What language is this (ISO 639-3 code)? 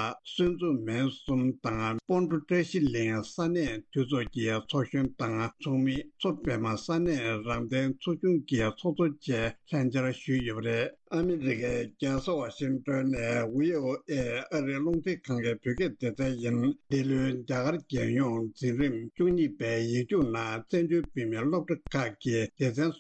bod